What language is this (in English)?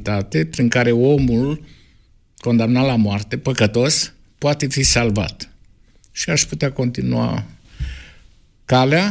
Romanian